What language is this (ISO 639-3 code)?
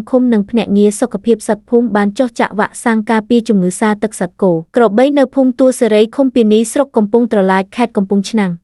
khm